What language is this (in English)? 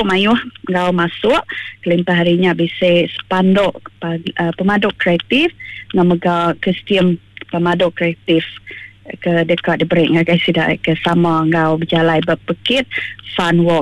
Iban